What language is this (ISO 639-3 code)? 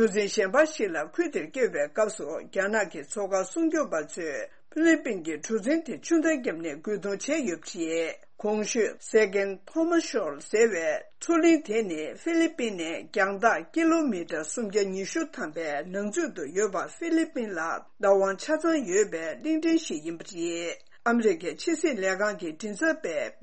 bod